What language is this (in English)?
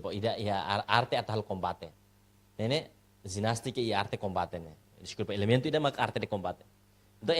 Tetum